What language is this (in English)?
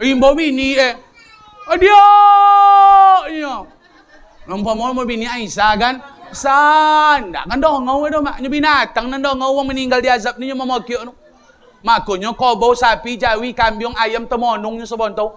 Minangkabau